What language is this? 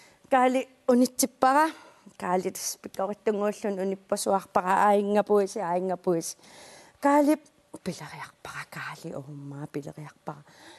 Kalaallisut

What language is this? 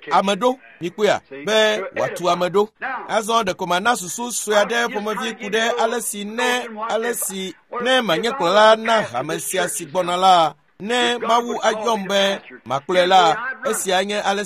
Ewe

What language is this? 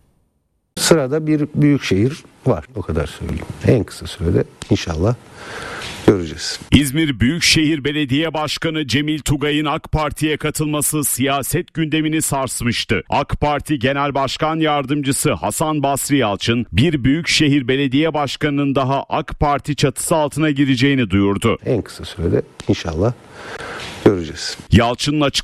Turkish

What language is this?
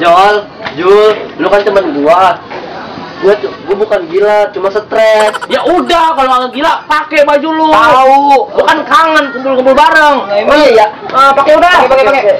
Betawi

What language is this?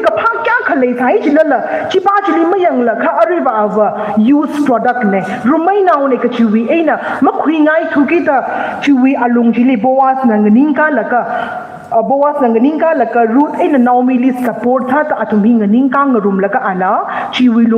Tangkhul Naga (India)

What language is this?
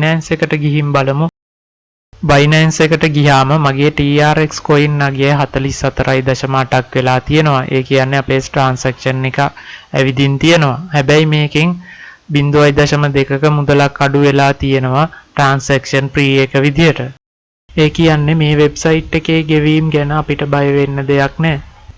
Sinhala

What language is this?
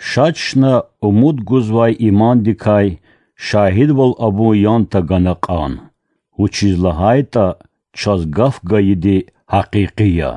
Lezghian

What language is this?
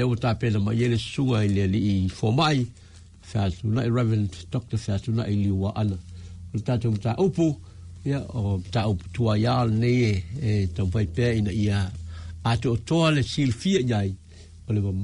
Samoan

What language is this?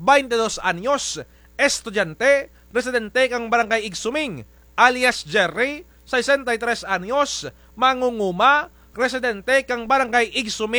Kinaray-a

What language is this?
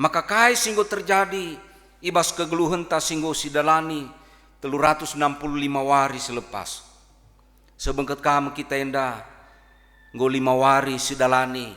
Batak Karo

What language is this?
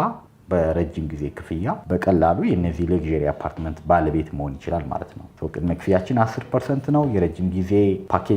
Amharic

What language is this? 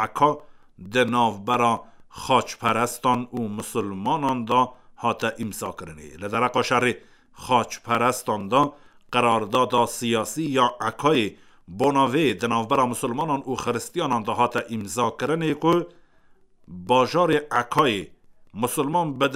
Kurdish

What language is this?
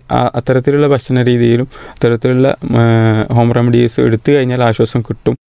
Malayalam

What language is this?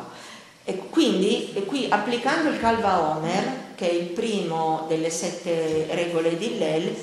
Italian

